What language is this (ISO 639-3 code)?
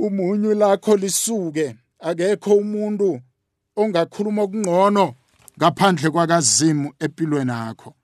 nbl